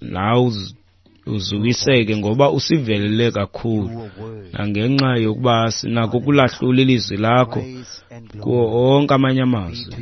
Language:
Xhosa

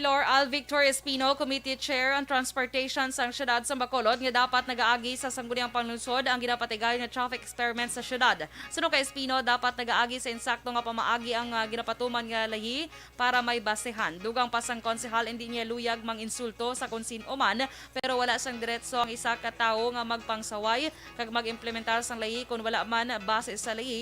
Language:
Hiligaynon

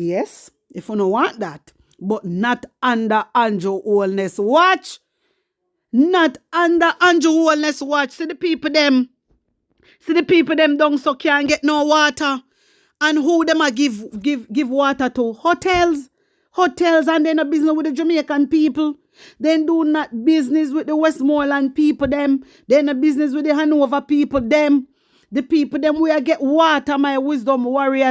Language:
Jamaican Creole English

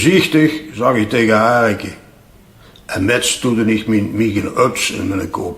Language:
Limburgish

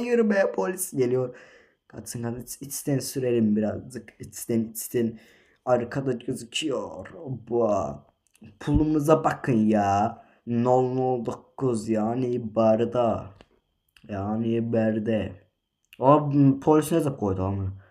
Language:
Azerbaijani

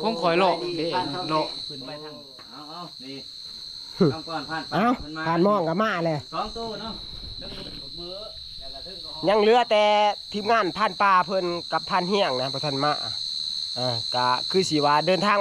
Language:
Northeastern Thai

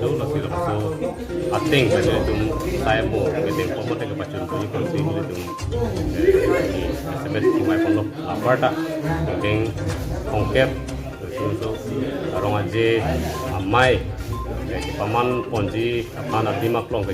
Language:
Karbi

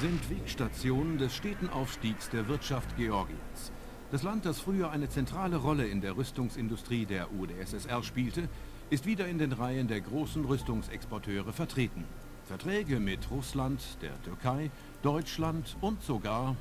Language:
Bavarian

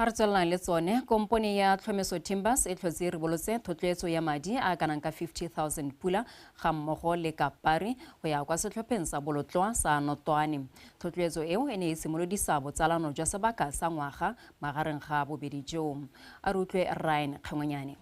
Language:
Tswana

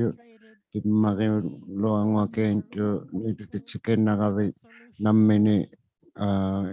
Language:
Inuktitut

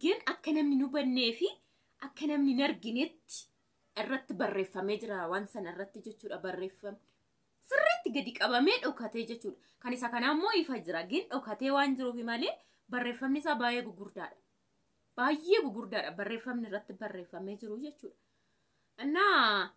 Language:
Oromo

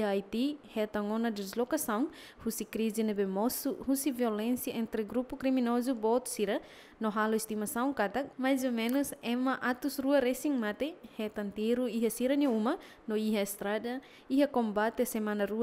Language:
Tetum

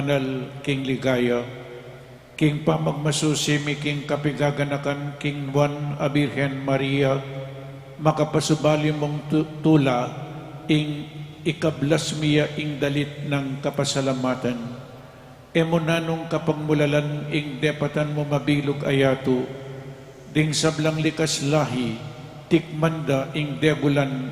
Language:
Pampanga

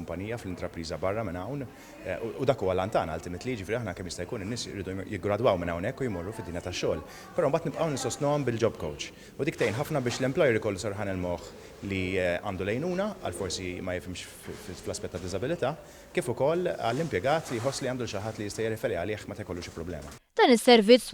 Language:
Maltese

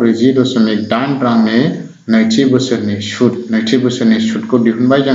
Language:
Bodo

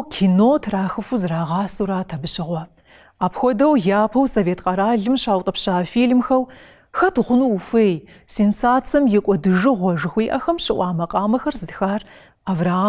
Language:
Kabardian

